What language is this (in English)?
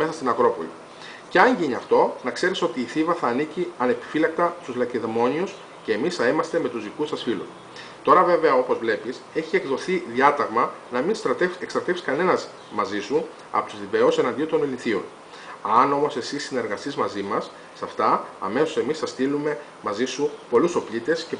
Greek